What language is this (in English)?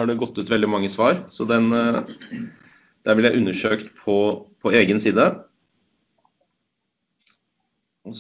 Norwegian